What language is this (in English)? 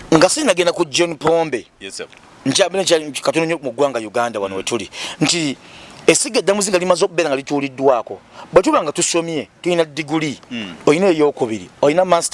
Ganda